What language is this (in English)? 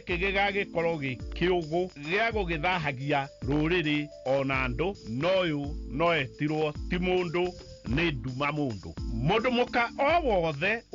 Kikuyu